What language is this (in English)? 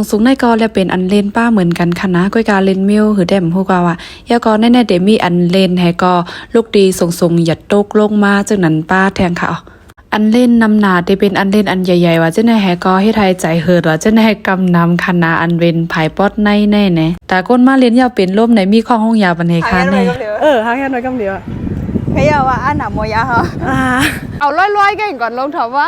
Shan